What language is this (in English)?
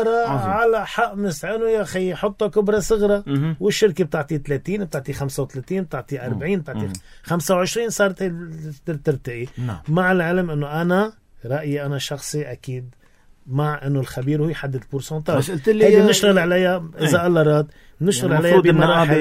North Levantine Arabic